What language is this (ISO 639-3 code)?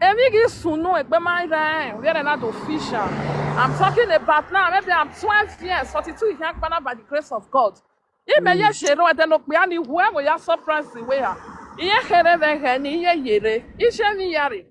pcm